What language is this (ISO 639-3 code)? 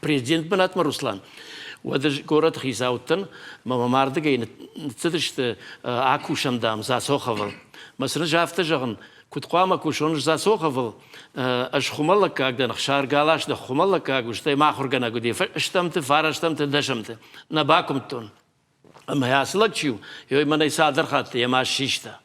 oss